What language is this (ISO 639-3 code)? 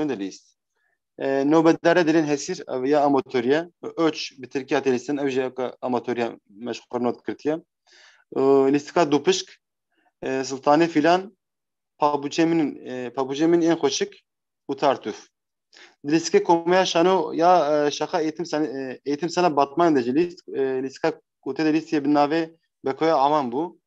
kur